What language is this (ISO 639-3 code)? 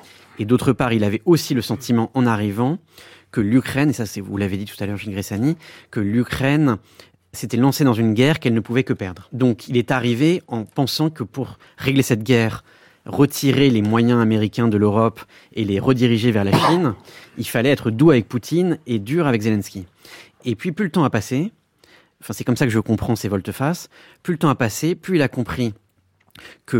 fra